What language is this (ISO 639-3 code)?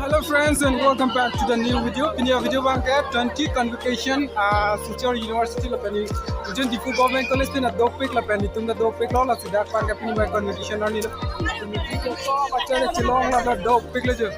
mjw